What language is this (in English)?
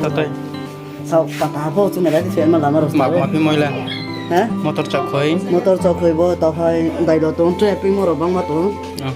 Riang (India)